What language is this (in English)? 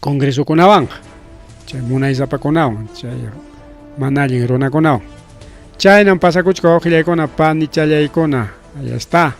Ayacucho Quechua